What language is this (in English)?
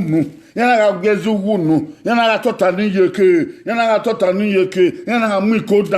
Bini